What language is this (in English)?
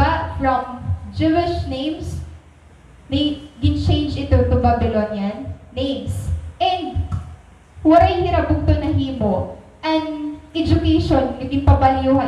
Waray